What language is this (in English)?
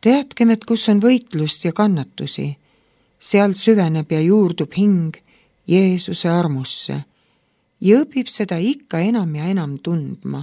Estonian